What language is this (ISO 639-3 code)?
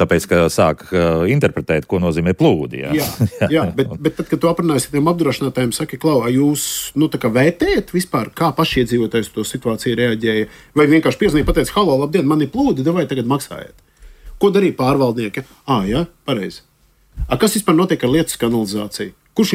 lav